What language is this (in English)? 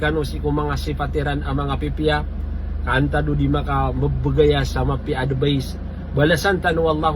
Maranao